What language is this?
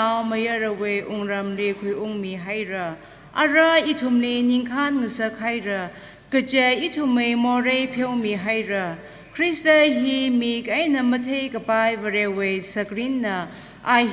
Tangkhul Naga (India)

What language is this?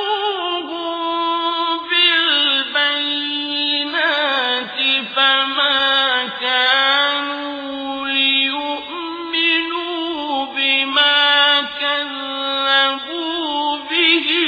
Arabic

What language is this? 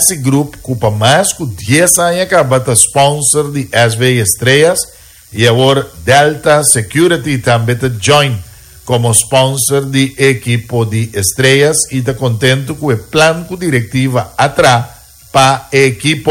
Papiamento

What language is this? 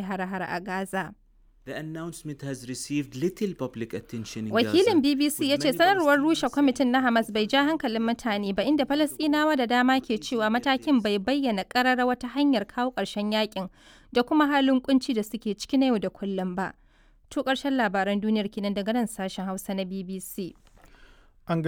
Hausa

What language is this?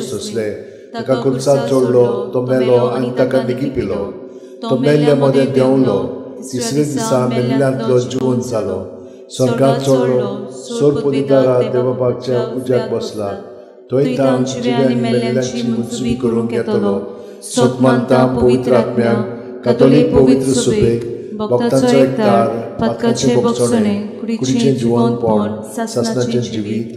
Konkani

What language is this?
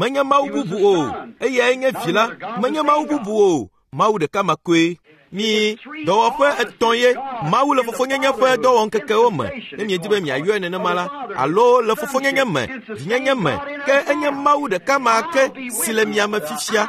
Ewe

